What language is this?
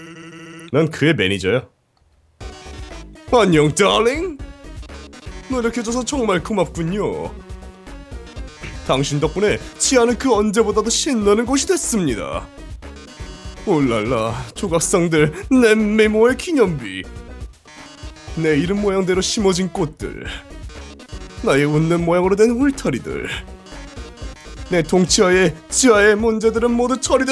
Korean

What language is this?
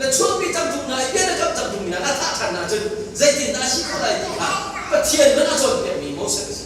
Hakha Chin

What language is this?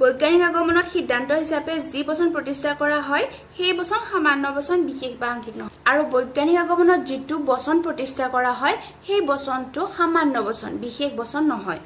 Assamese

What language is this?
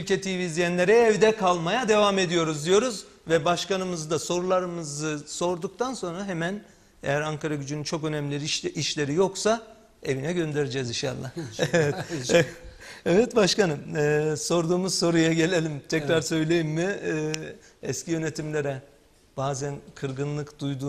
Turkish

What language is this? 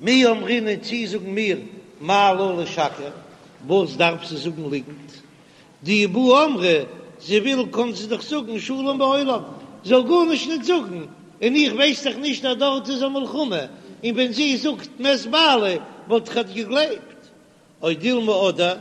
Yiddish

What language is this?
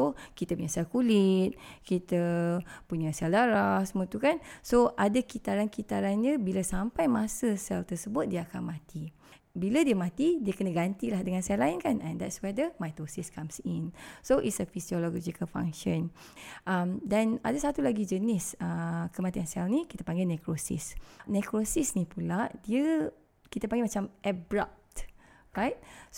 Malay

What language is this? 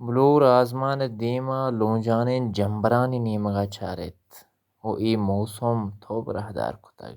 Baluchi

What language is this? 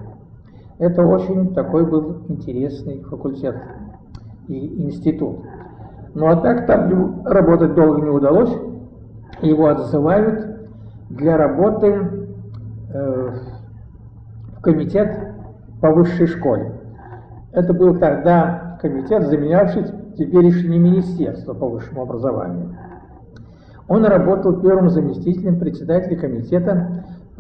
Russian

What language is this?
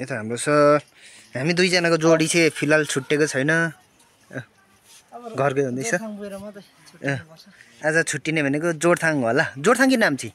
Nepali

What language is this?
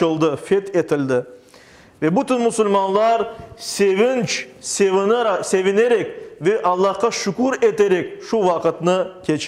Crimean Tatar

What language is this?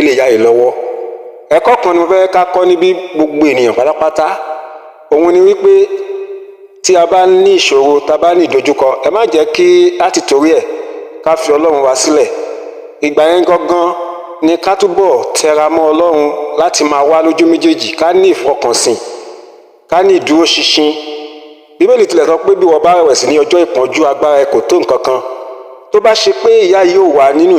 Yoruba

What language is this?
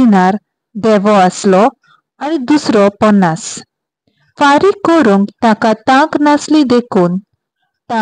Konkani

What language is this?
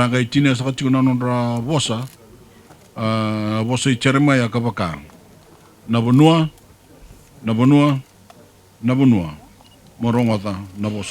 Fijian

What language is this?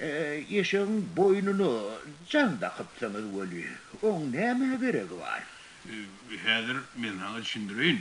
Turkmen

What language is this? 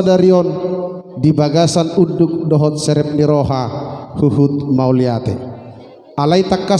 Batak Toba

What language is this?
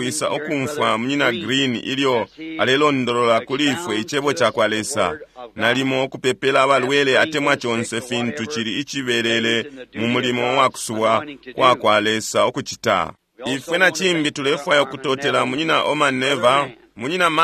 Bemba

